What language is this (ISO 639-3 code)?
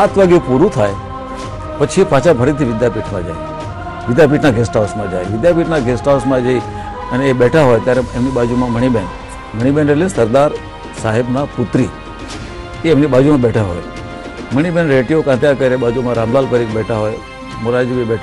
guj